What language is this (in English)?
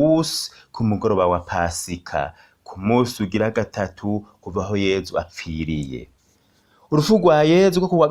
Rundi